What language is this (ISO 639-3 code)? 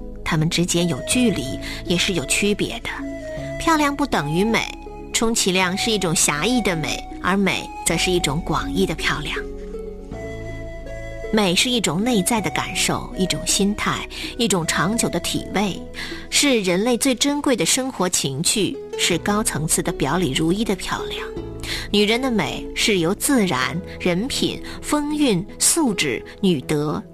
zho